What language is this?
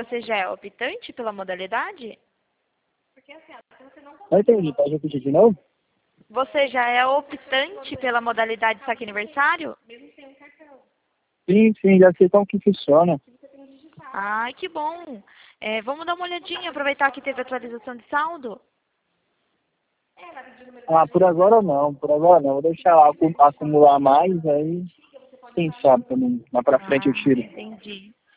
Portuguese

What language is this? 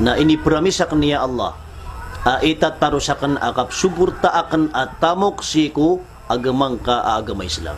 Maranao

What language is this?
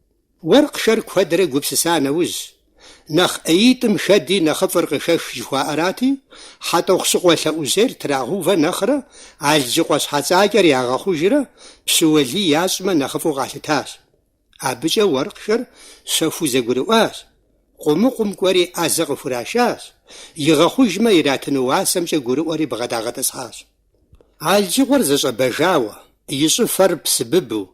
Kabardian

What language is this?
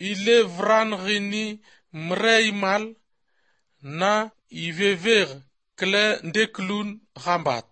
Albanian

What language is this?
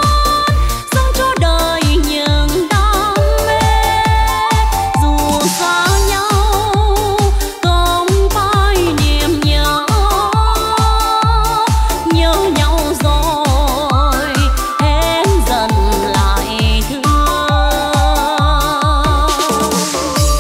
Vietnamese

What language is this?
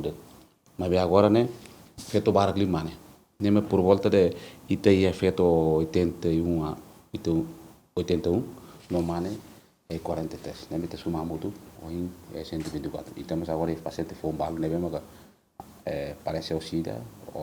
Tetum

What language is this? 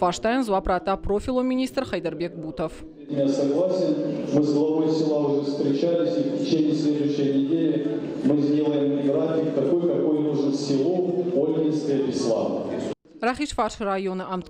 Ossetic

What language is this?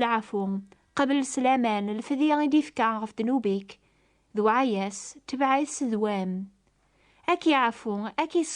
Kabyle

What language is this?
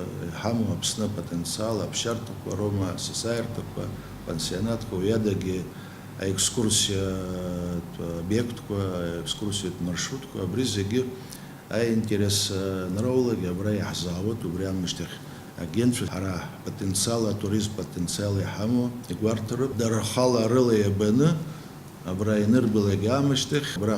Abkhazian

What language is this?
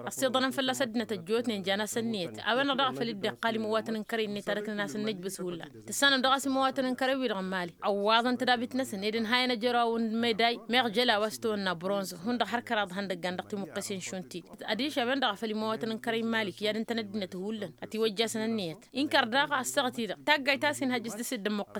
Tamasheq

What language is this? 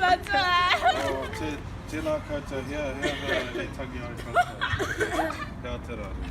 Māori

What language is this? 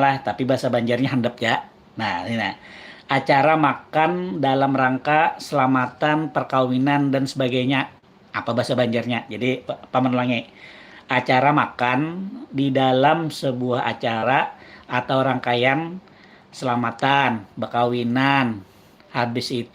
Banjar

